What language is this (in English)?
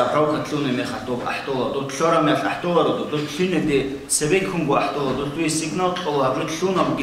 Avaric